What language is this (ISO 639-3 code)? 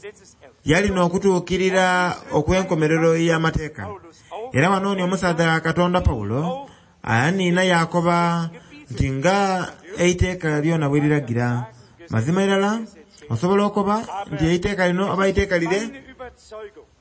xog